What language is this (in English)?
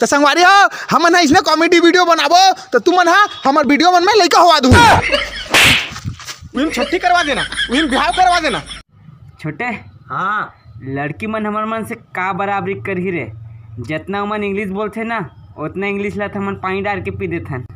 Chhattisgarhi